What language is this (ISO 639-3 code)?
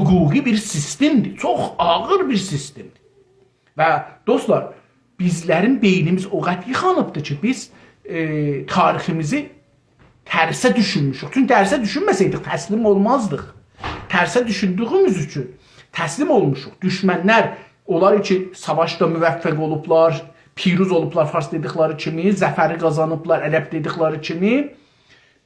azb